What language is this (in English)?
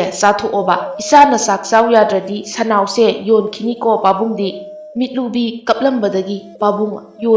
Manipuri